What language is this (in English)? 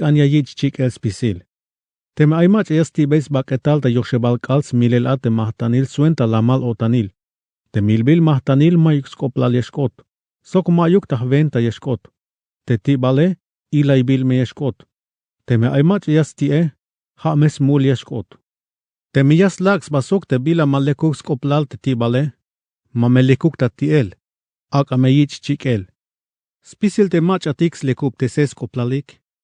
Tzeltal